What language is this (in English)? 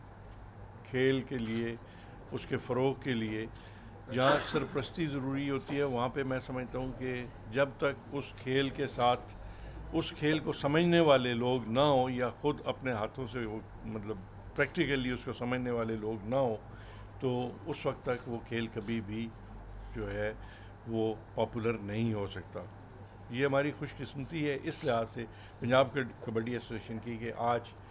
Urdu